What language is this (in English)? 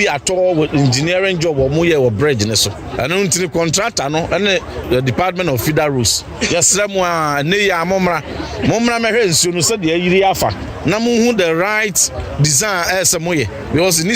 Akan